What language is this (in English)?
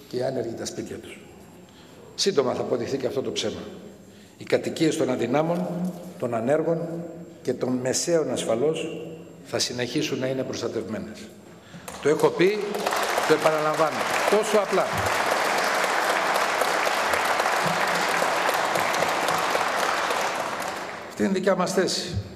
Greek